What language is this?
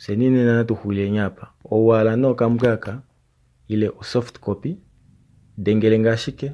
Kuanyama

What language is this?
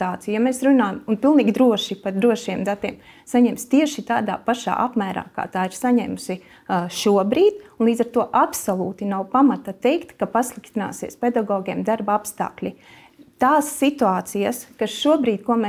Latvian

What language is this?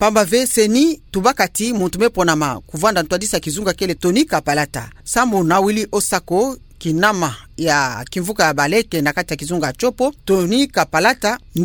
Kituba (Democratic Republic of Congo)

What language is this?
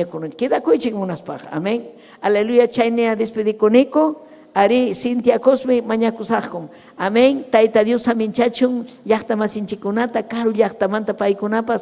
Ayacucho Quechua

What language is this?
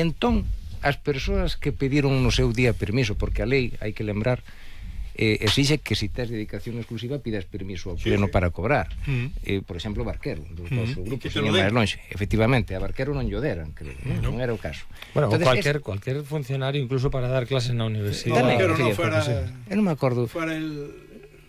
Galician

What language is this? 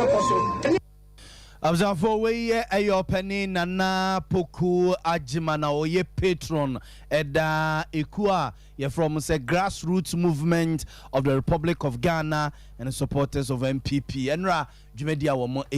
Akan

